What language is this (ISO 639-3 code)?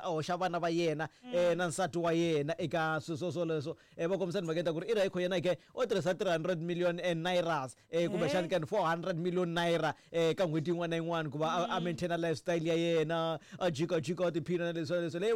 tso